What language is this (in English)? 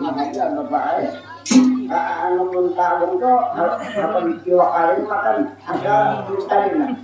Banjar